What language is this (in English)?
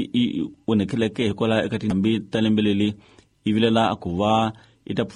Tsonga